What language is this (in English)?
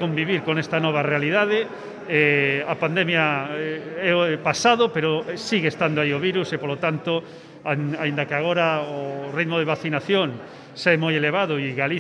Galician